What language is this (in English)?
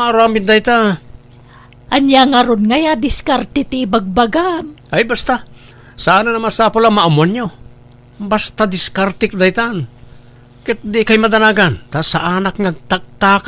Iloko